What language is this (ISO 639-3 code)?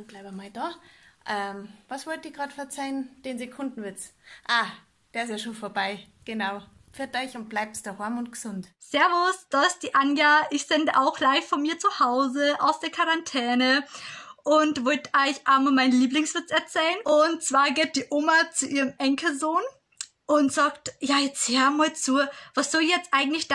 bar